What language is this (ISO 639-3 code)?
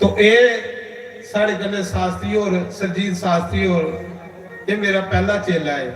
doi